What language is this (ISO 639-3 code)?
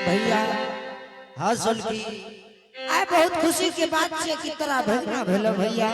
anp